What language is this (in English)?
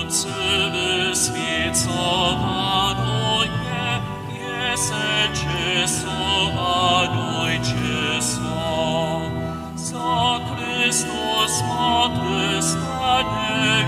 Upper Sorbian